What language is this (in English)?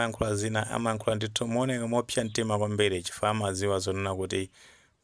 Nyanja